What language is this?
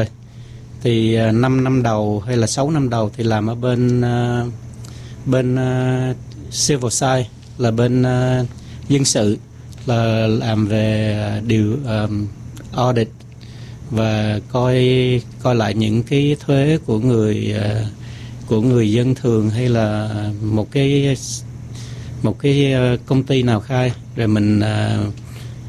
Vietnamese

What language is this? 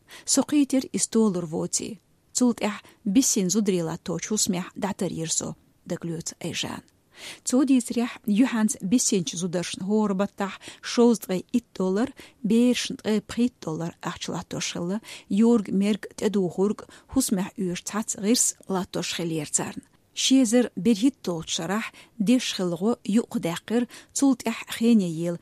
Chechen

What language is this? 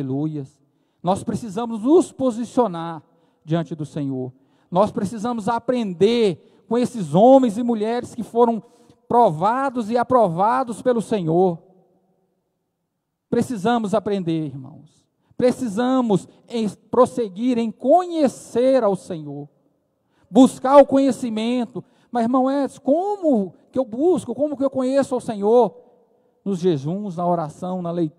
Portuguese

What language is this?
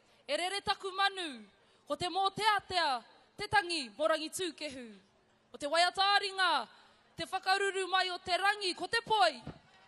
Māori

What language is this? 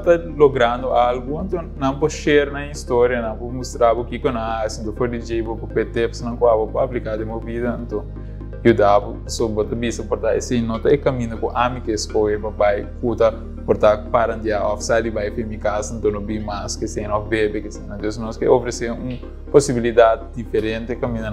Papiamento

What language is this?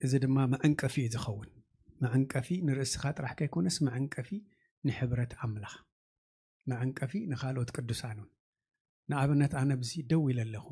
Tigrinya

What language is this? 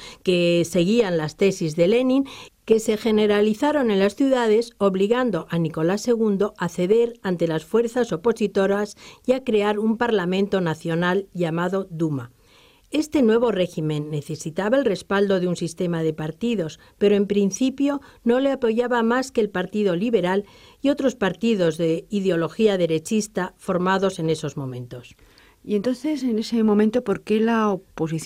Spanish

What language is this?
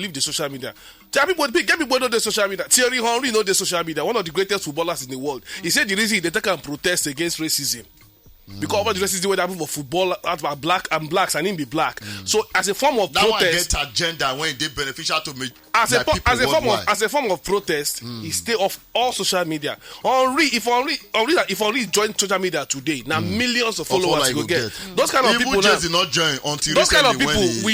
Nigerian Pidgin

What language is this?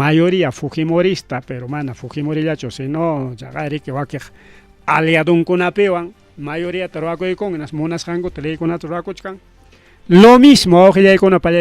Ayacucho Quechua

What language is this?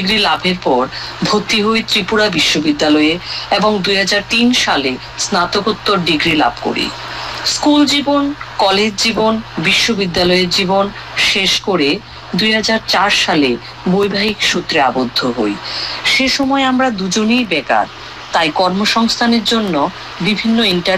Bangla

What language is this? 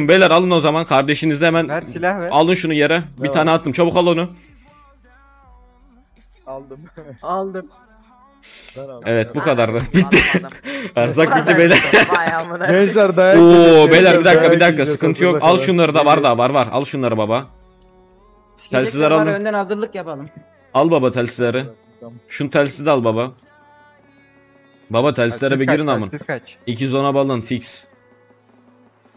Turkish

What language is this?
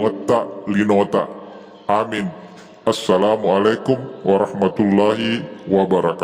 Buginese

